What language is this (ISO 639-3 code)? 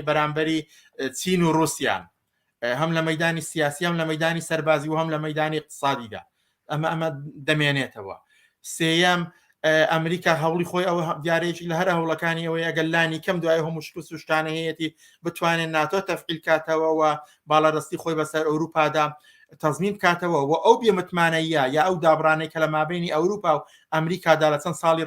ckb